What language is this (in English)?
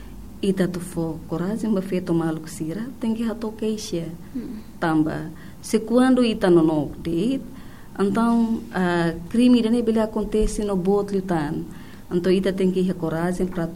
Tetum